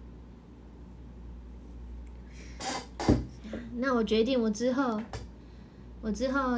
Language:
Chinese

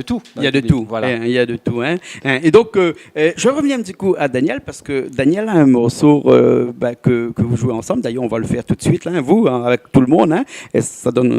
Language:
Réunion Creole French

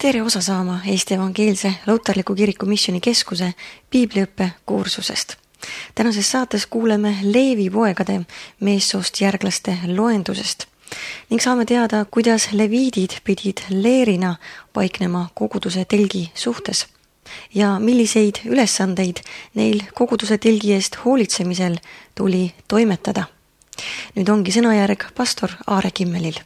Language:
Estonian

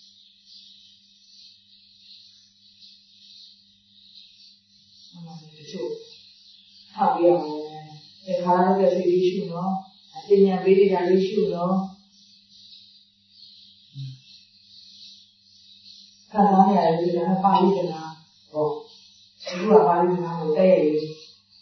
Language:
Burmese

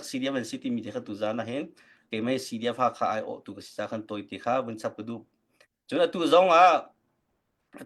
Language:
Hakha Chin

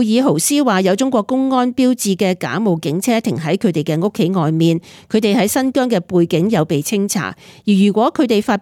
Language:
Cantonese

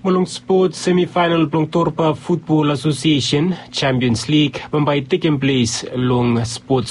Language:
Bislama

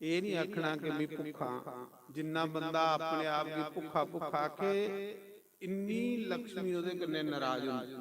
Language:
Dogri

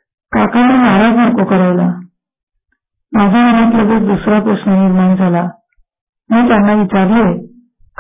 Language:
Marathi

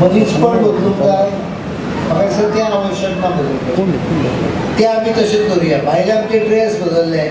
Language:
Konkani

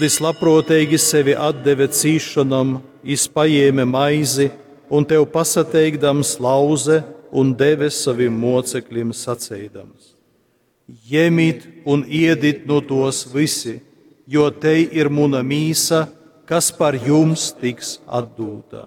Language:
Latgalian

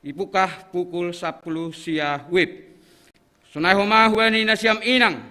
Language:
Batak Simalungun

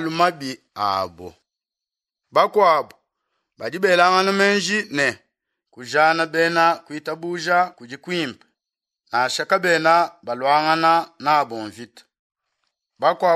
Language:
Luba-Lulua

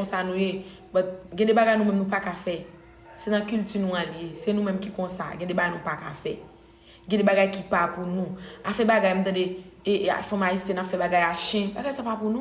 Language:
Haitian Creole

